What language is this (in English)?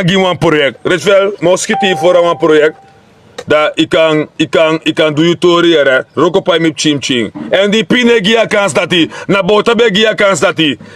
Sranan Tongo